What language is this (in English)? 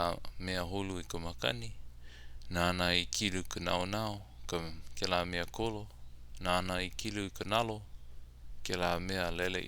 Hawaiian